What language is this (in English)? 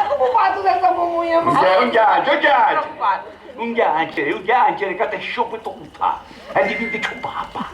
Sicilian